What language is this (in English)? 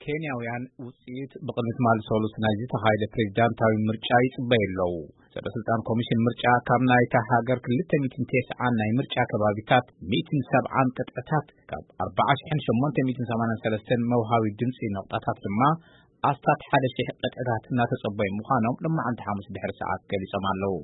Tigrinya